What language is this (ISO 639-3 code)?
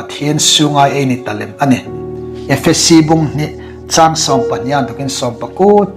hmr